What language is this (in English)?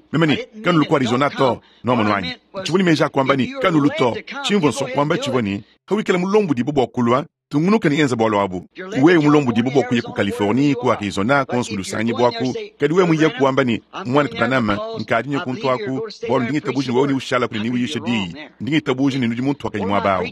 Luba-Lulua